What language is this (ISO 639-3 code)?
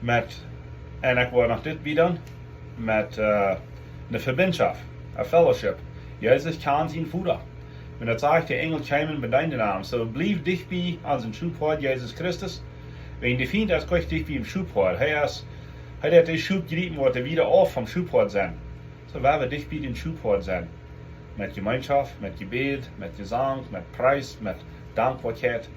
pdt